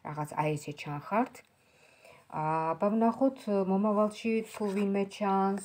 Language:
Georgian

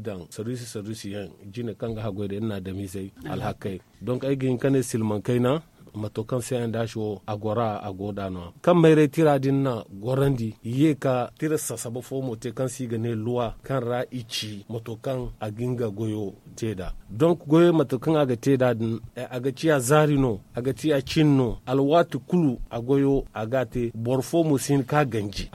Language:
Zarma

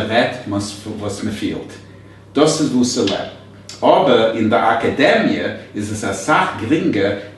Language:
Yiddish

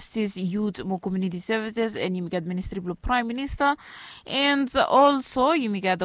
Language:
Bislama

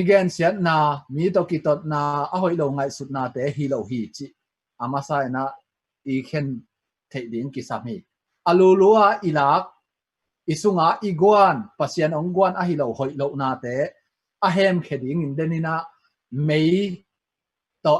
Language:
Tedim Chin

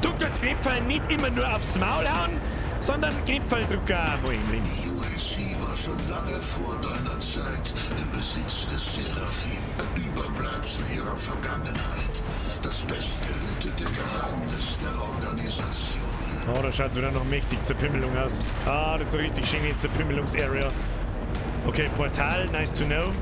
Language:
Bavarian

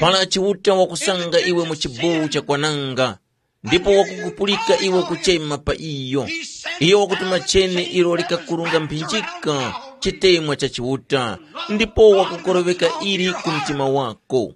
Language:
Tumbuka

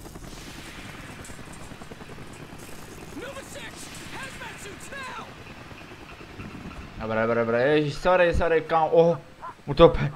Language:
Czech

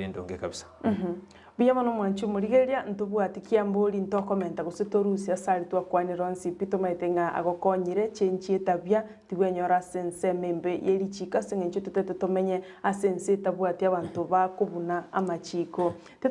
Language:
Gusii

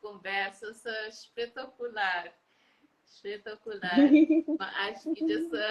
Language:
Kabuverdianu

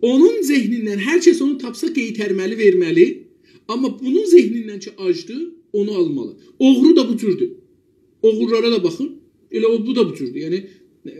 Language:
South Azerbaijani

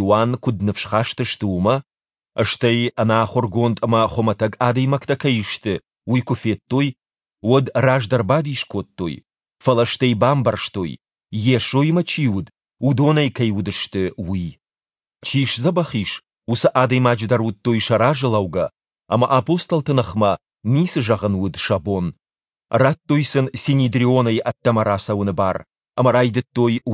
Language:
Ossetic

